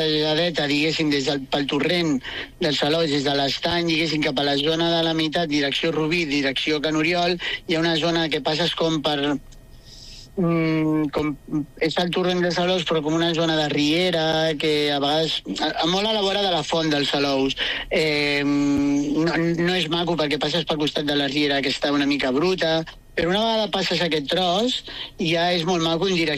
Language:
Catalan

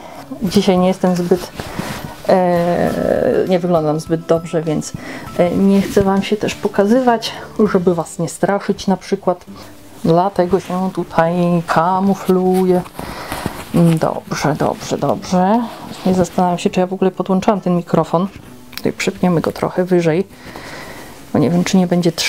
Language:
Polish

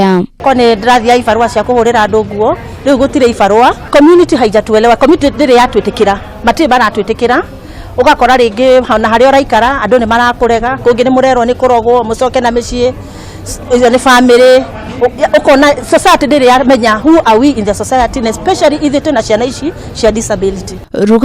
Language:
Kikuyu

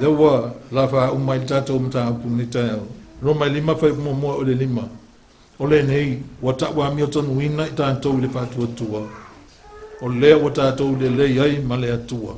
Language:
Samoan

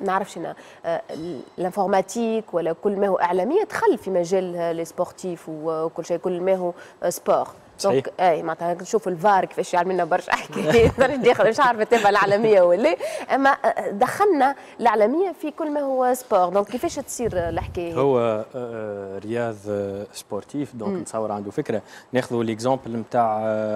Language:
Tunisian Arabic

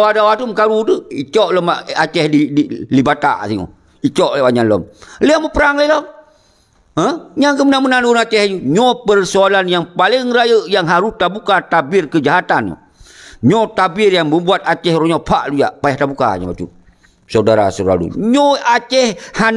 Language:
Achinese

